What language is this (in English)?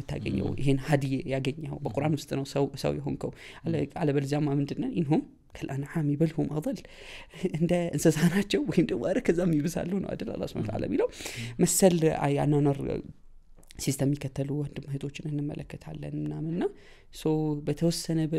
Amharic